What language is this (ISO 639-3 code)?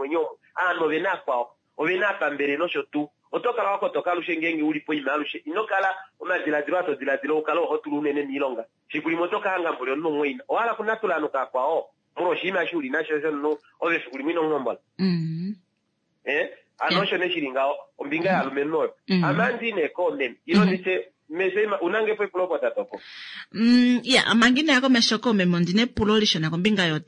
kua